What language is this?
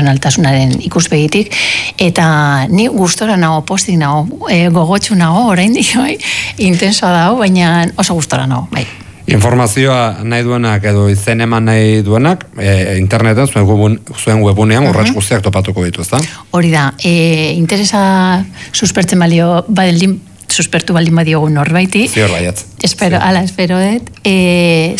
Basque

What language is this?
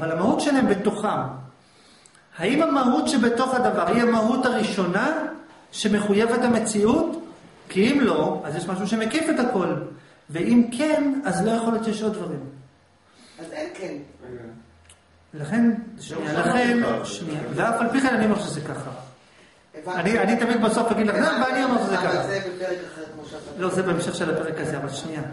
Hebrew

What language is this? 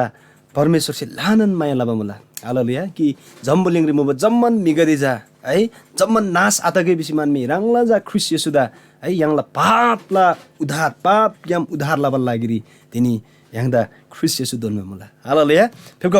Eastern Tamang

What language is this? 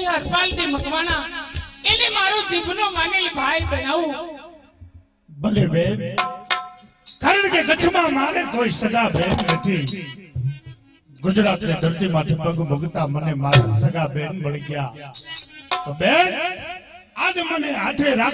Gujarati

